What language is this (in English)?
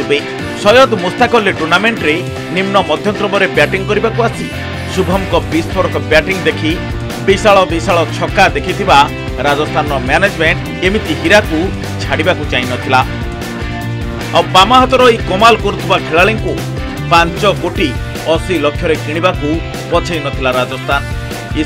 Odia